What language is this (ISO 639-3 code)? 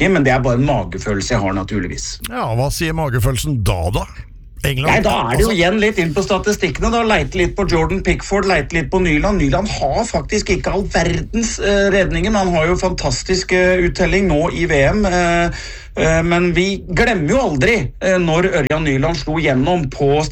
nor